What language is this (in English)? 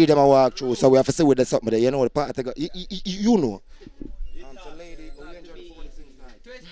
Jamaican Creole English